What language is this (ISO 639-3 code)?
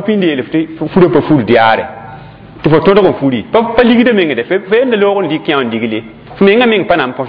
mos